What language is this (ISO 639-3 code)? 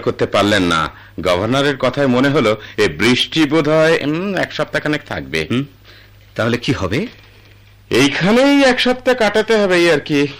ben